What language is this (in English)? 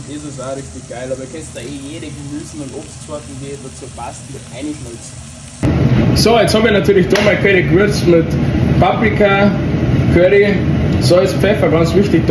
Bavarian